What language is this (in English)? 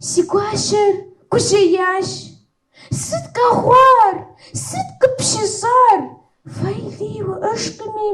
Kabardian